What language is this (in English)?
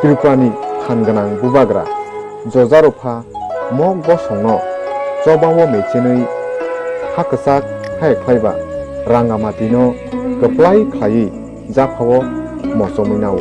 Kok Borok